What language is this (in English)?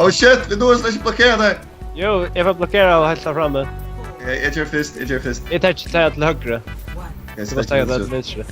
Faroese